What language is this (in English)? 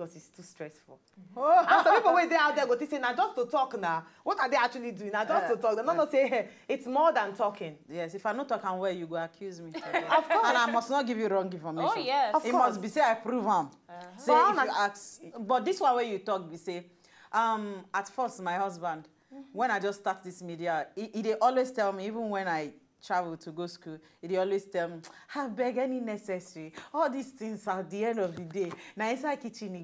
Nigerian Pidgin